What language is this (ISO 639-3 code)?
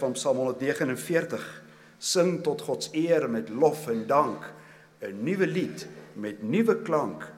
afr